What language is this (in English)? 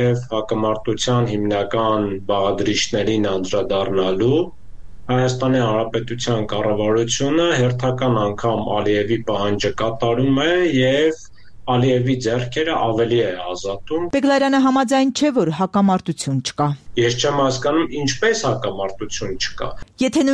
Armenian